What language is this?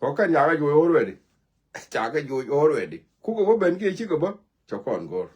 Nuer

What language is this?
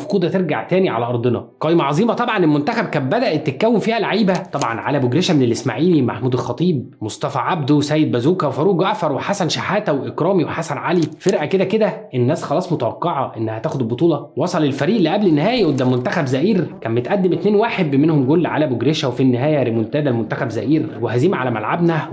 Egyptian Arabic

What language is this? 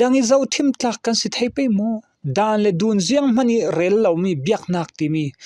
Falam Chin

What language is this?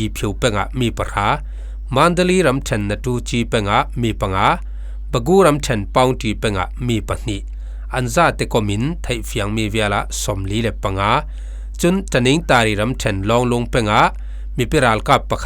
Falam Chin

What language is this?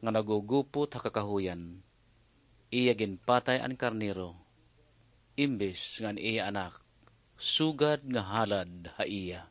Waray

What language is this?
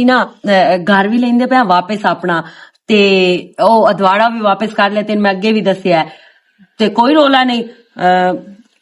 Western Panjabi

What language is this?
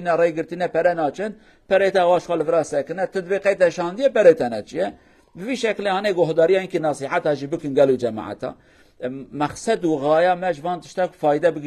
Kurdish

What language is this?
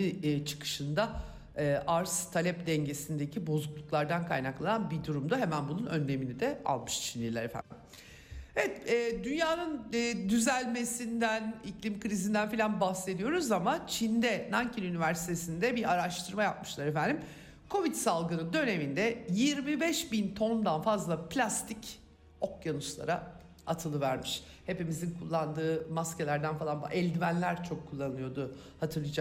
Turkish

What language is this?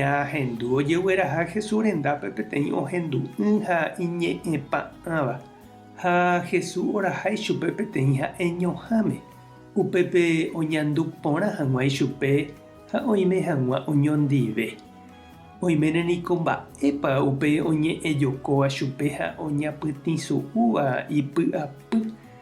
Guarani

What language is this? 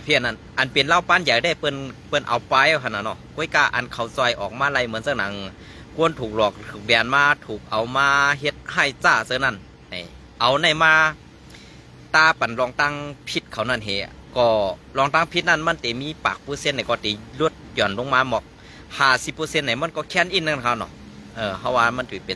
Shan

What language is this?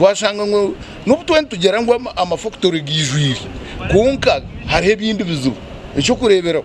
Nyankole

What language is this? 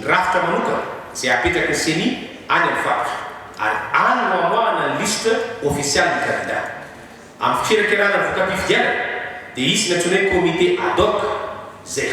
Malagasy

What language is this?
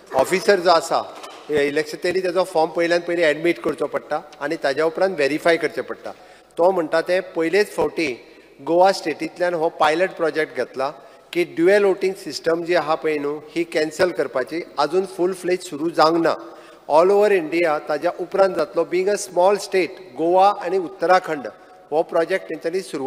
Konkani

